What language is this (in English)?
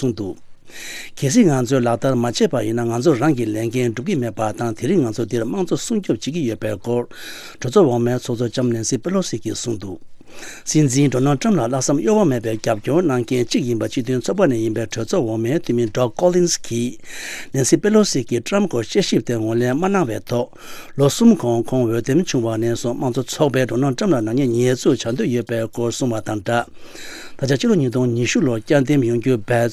Tibetan